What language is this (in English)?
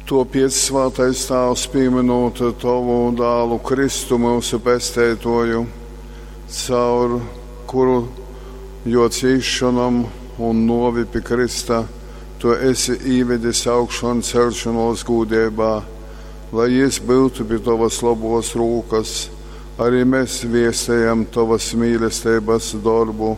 Latgalian